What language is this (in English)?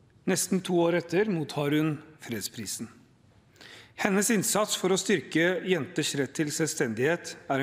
Norwegian